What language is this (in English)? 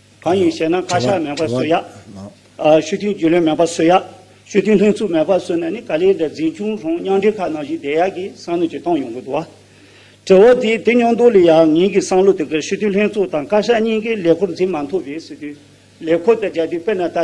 Tibetan